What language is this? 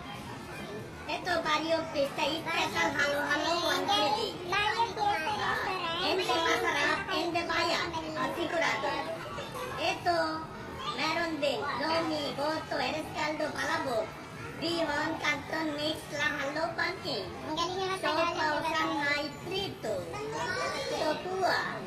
Filipino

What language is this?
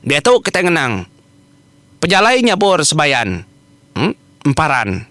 Iban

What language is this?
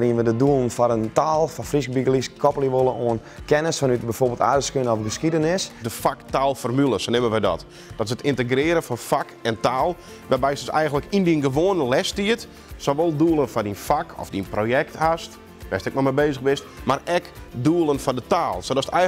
Western Frisian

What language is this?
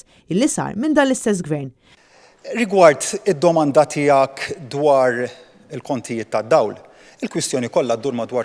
Maltese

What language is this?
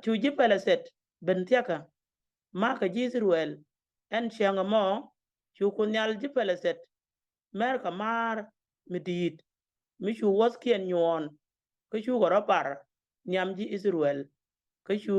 Nuer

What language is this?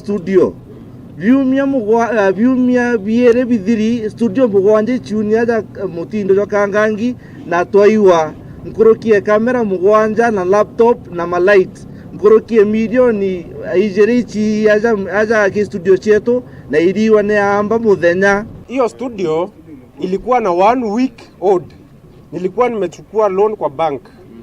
Meru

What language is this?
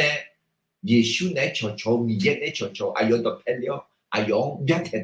Akha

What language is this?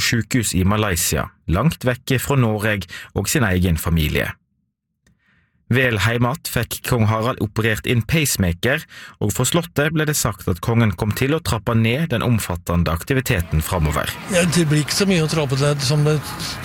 Norwegian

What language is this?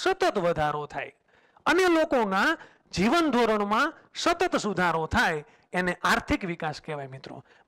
Gujarati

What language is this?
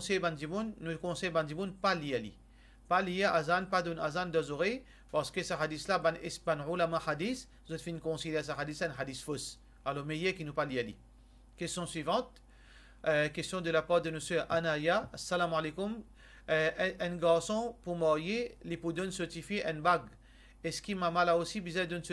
Morisyen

